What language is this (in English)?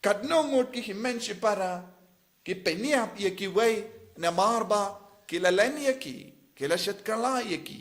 Khasi